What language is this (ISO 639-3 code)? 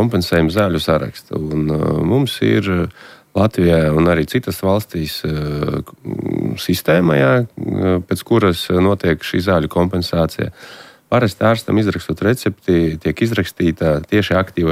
lav